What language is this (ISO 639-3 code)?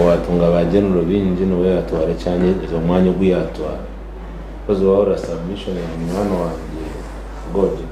nyn